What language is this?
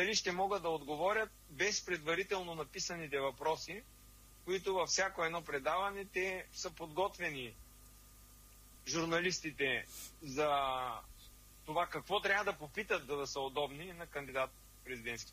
Bulgarian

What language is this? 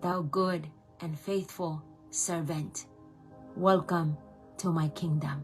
Pohnpeian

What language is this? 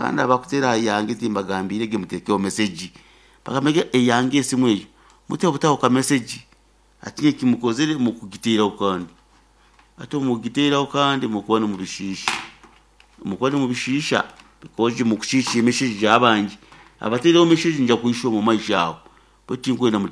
Nyoro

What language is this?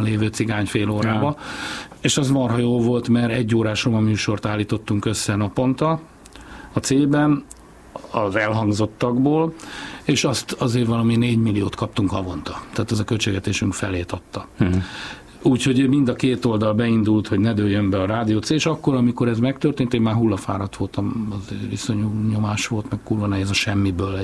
Hungarian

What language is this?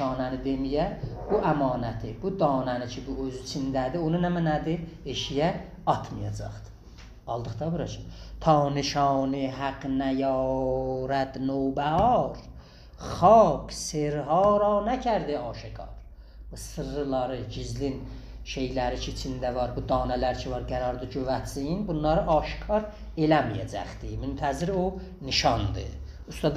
South Azerbaijani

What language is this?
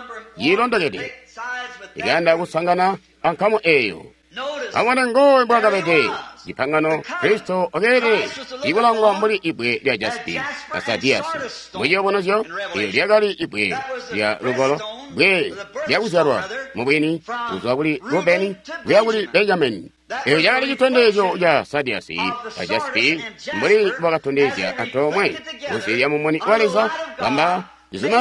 Tonga (Zambia)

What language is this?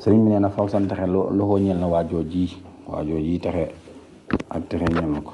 Wolof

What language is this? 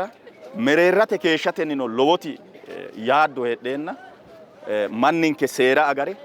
Sidamo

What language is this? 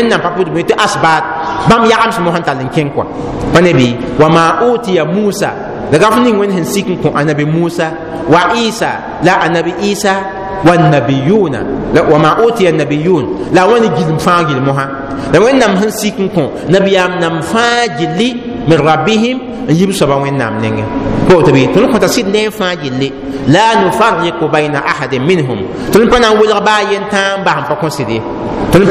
Mossi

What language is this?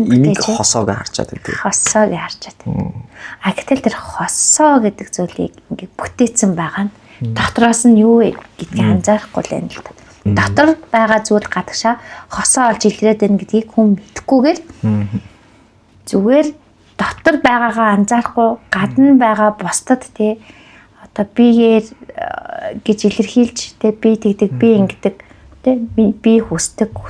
Mongolian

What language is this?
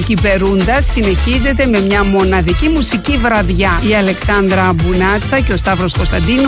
Greek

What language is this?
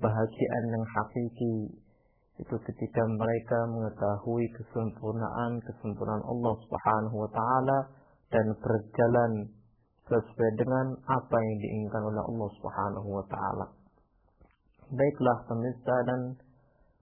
Indonesian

